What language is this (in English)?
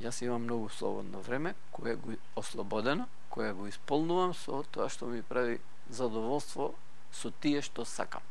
Macedonian